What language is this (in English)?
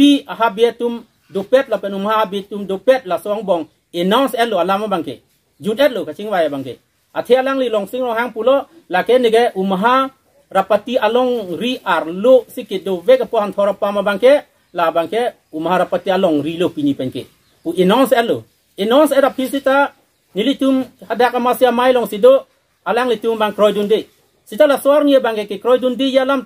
Karbi